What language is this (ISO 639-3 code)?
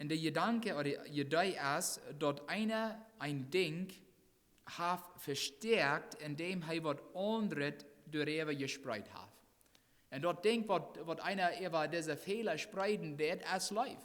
pdt